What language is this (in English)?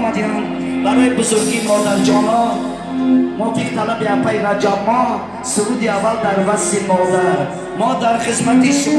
Tajik